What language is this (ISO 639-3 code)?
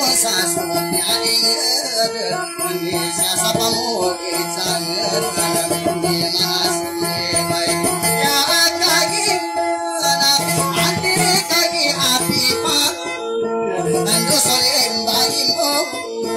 ind